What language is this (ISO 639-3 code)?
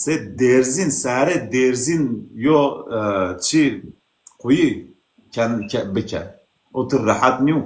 zza